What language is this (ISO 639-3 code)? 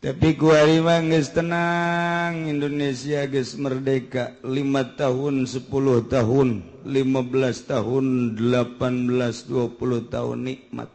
sun